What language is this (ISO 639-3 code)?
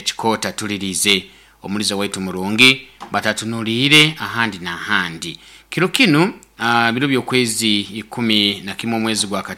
nyo